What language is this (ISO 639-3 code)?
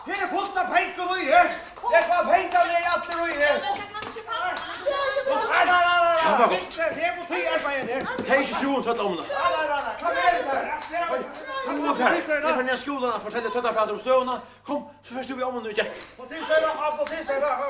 fao